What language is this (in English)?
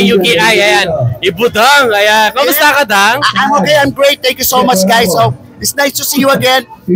Pampanga